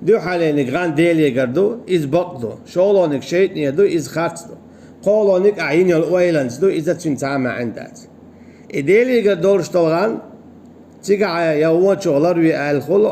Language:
Chechen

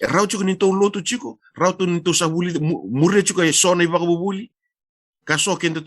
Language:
Fijian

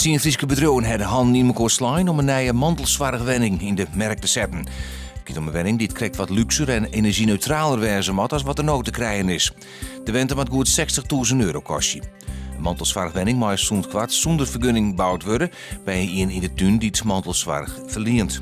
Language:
Western Frisian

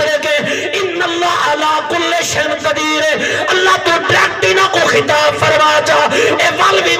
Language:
Saraiki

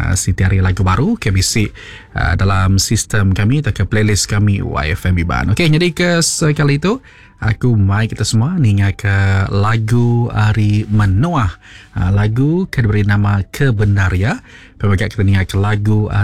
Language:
Iban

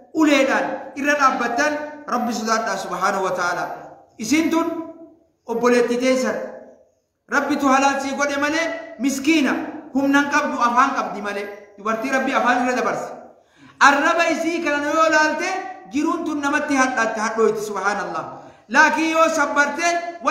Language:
Oromo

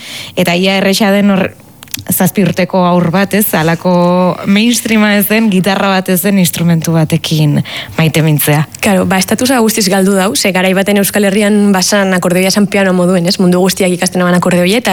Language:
Basque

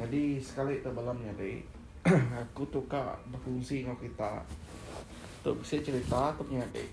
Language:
Iban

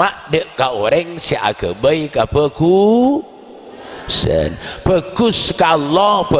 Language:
Madurese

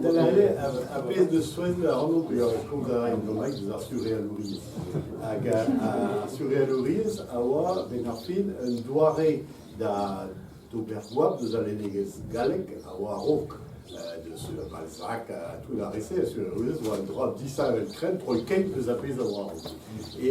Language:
Breton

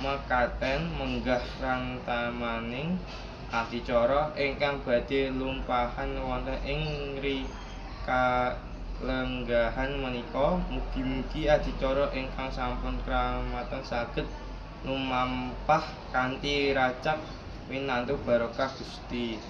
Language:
Javanese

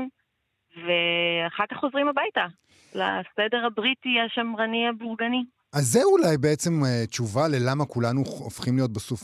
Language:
Hebrew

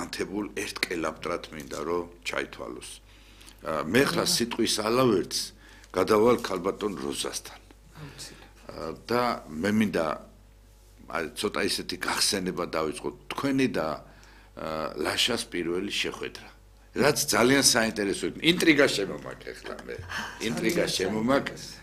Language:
Georgian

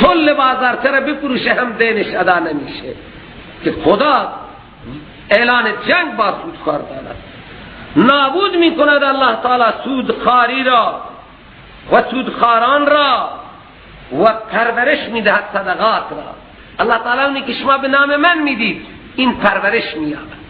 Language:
Persian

